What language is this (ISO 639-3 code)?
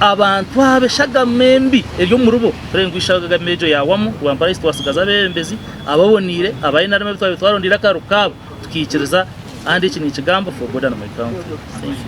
nyn